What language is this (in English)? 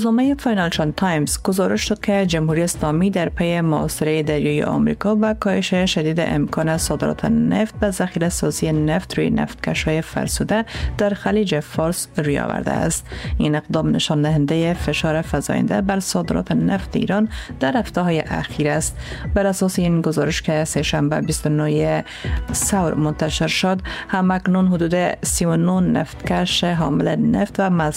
Persian